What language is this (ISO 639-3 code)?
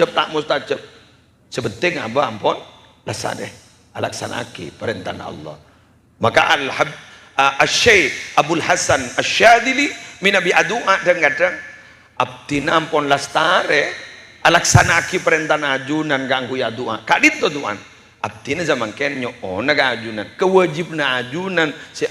mad